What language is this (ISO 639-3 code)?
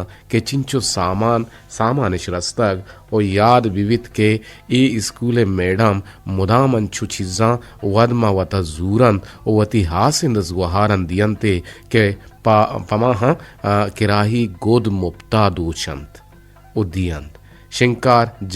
bgp